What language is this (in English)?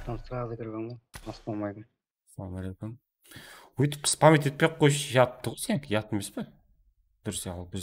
Kara-Kalpak